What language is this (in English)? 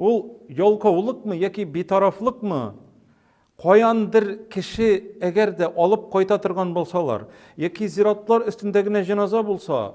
Tatar